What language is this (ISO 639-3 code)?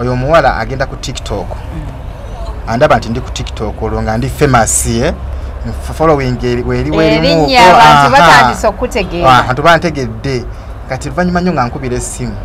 lug